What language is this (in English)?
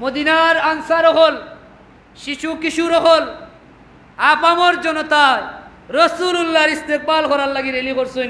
Sylheti